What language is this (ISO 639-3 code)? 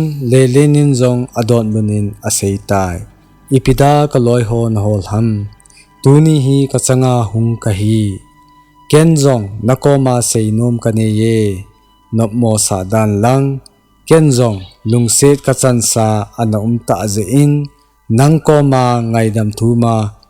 tcz